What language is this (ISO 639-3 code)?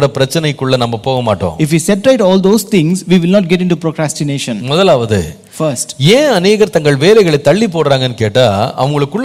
tam